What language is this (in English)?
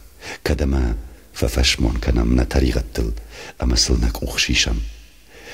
Ossetic